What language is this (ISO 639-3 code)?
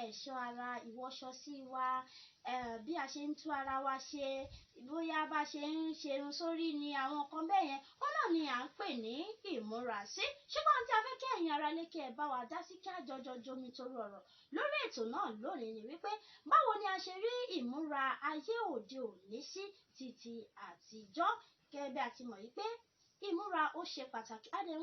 yor